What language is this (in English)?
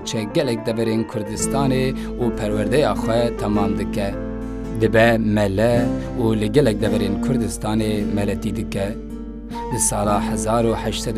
Kurdish